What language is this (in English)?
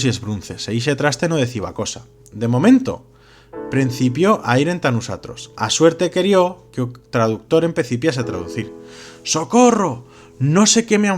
Aragonese